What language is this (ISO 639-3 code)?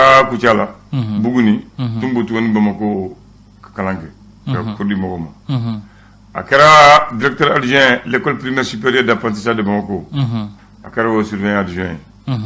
bam